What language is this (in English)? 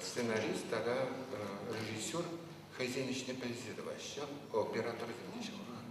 Chuvash